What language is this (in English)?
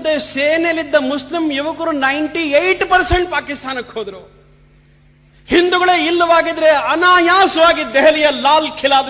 Kannada